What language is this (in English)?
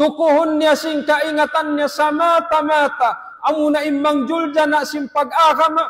Tausug